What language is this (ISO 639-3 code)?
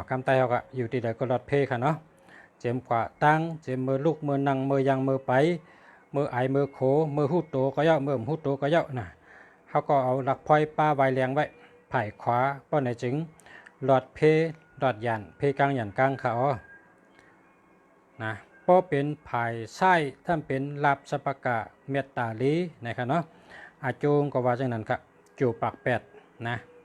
shn